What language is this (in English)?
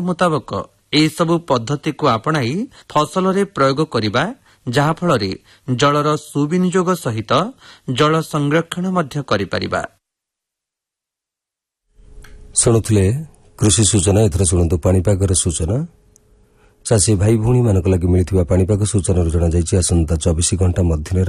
Odia